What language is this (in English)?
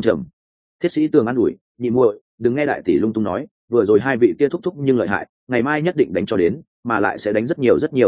Vietnamese